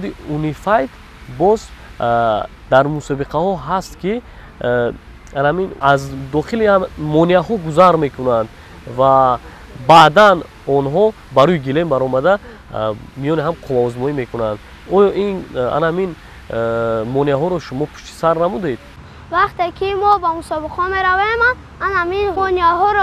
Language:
Tajik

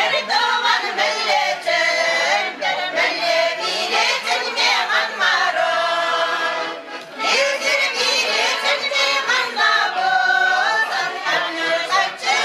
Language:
Chuvash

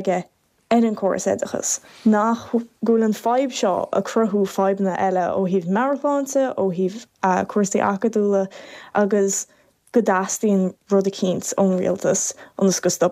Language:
Irish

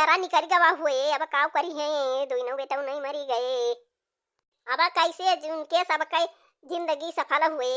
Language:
Awadhi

